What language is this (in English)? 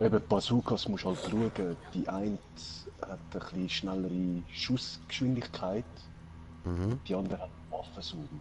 Swiss German